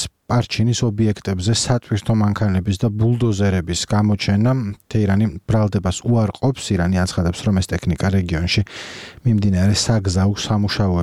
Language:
Georgian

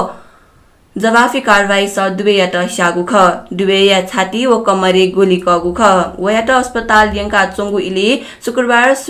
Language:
Newari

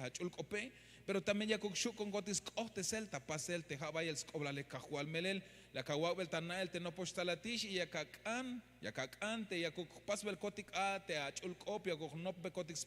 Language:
Tzeltal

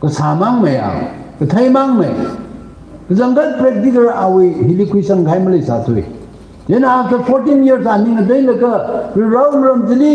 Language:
Tangkhul Naga (India)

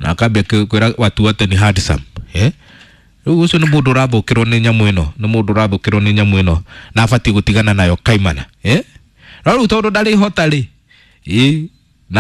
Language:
Kikuyu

